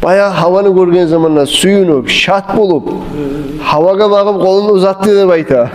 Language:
Kumyk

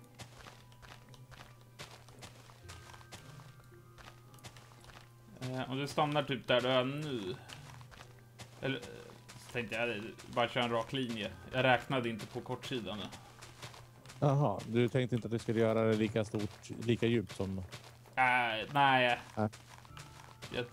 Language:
Swedish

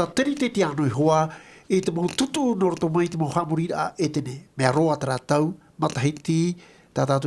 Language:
Tahitian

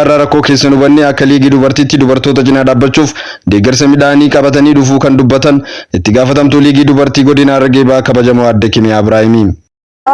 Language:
Oromo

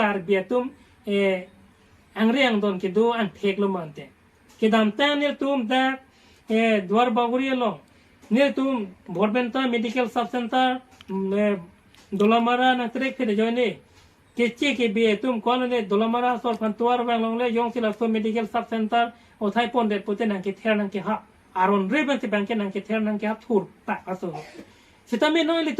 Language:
Karbi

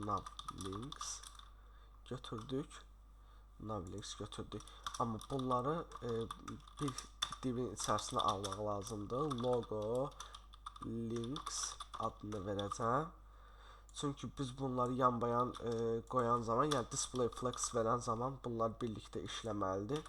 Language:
Azerbaijani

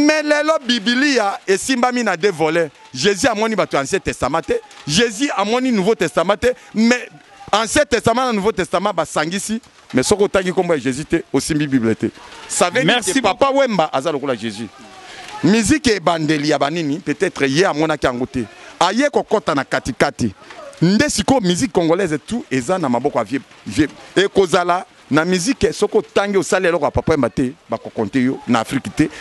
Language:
Lingala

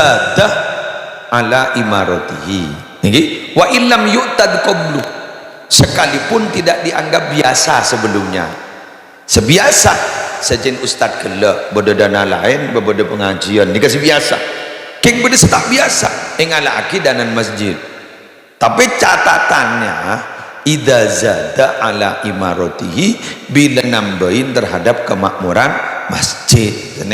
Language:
Madurese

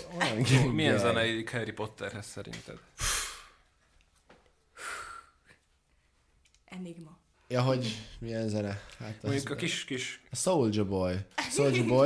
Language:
Hungarian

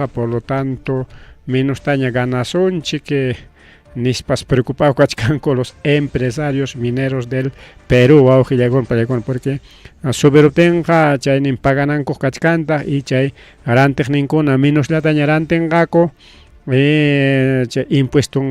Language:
Ayacucho Quechua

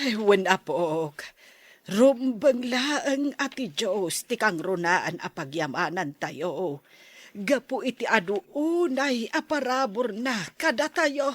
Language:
Iloko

